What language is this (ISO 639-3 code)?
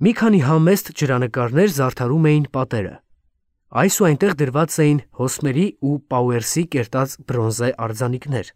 hye